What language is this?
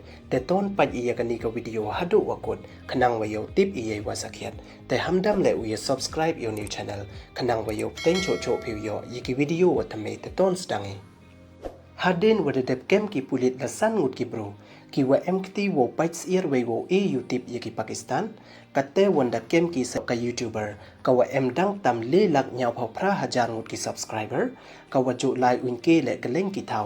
Pnar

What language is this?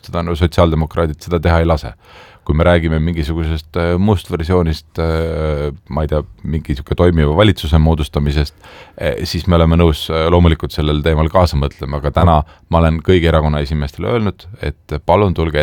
Estonian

